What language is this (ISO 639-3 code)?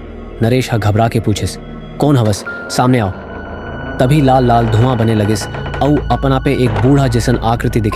hne